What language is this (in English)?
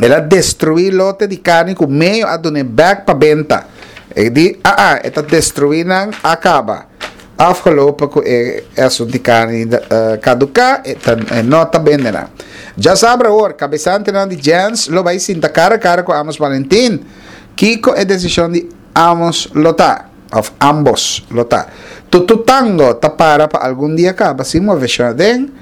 Papiamento